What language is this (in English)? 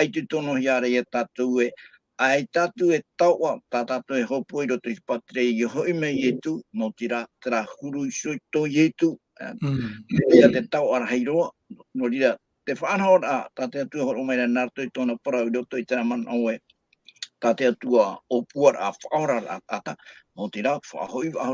Tahitian